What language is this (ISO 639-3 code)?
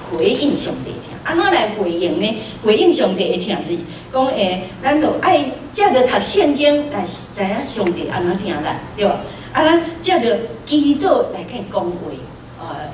nan